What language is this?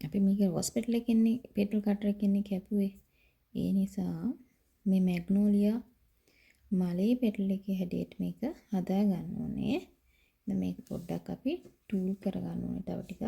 Sinhala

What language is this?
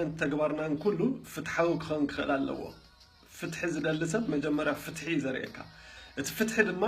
Tigrinya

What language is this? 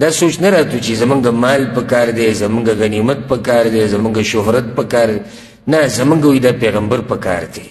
Pashto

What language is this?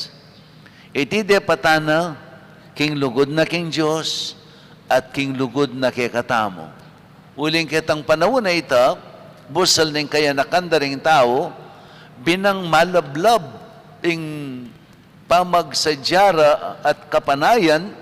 Pampanga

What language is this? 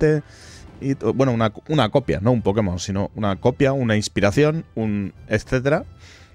Spanish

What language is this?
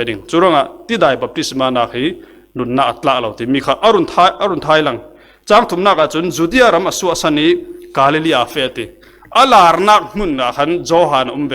Falam Chin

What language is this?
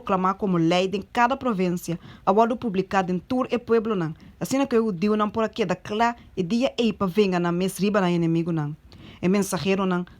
Papiamento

